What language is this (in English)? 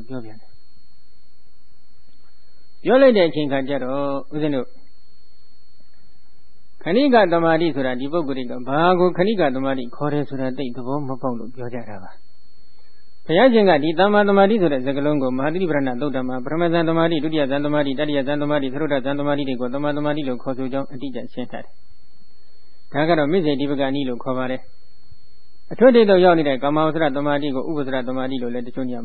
Burmese